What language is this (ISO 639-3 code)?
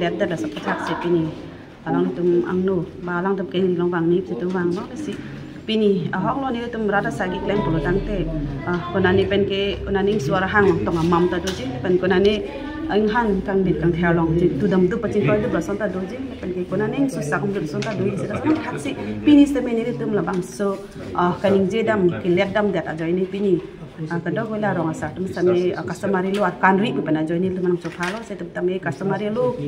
mjw